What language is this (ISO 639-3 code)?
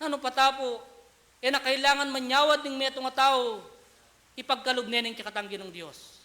pam